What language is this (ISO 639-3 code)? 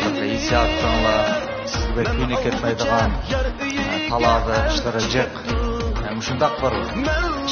uig